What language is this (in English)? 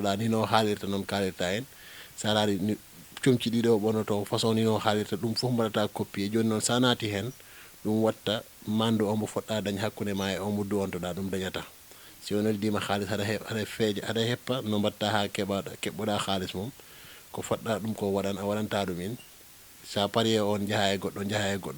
Fula